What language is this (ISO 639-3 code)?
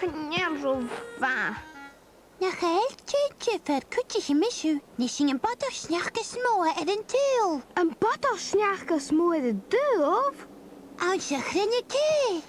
gla